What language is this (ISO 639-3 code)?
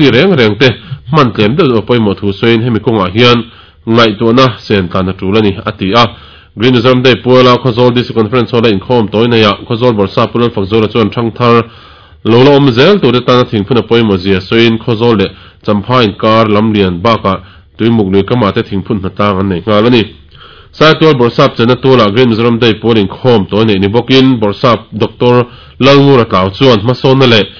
lus